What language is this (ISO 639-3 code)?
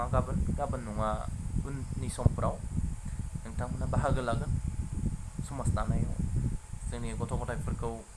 brx